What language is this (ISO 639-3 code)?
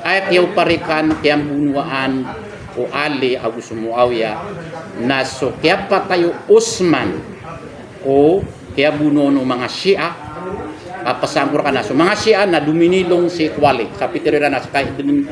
mrw